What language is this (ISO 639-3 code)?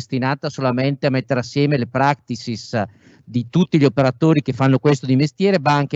ita